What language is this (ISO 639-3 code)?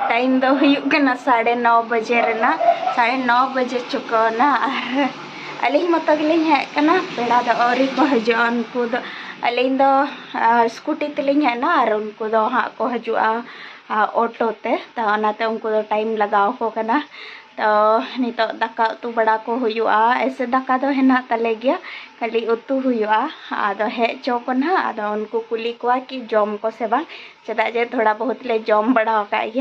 sat